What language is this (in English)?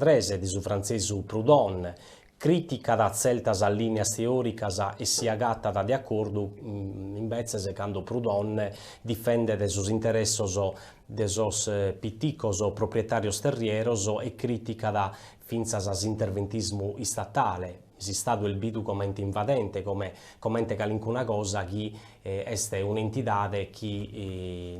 Sardinian